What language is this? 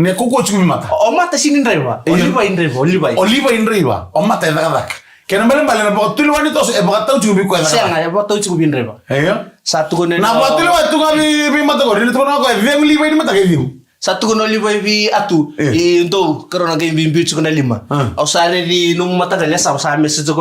Fijian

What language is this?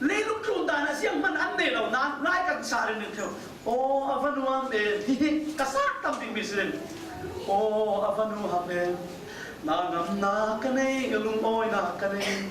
Falam Chin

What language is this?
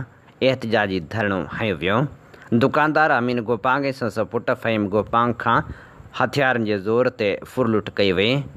Sindhi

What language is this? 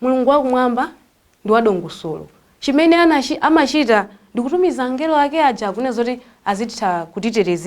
Nyanja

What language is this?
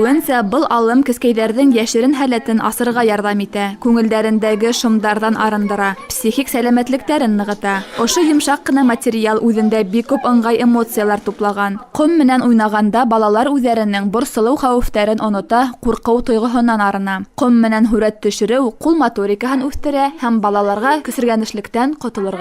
Bashkir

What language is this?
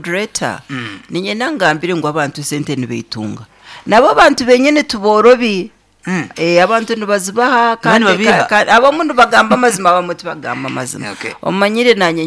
Nyankole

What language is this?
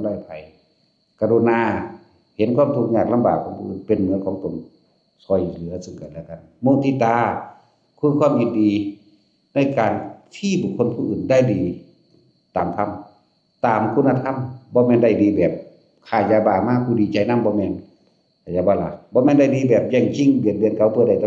Northeastern Thai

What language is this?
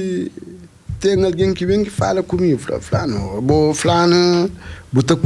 Kabuverdianu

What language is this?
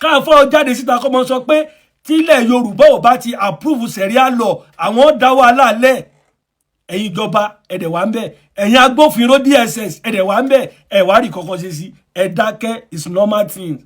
Yoruba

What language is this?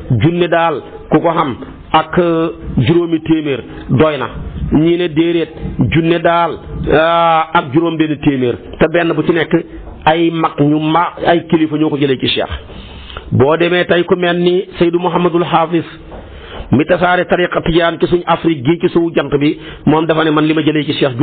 Wolof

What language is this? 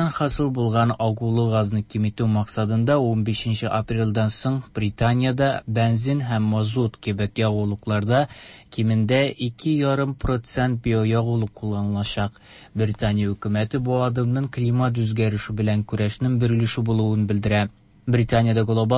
Tatar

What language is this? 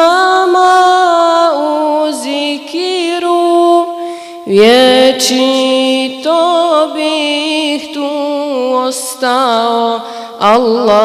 Bosnian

